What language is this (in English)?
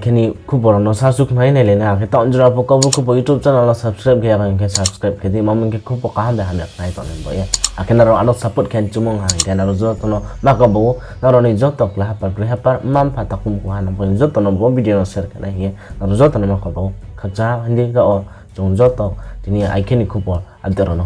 Riang (India)